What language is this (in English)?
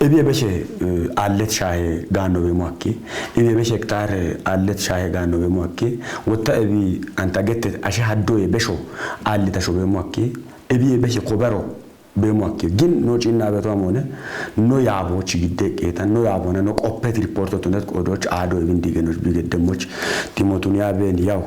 Kafa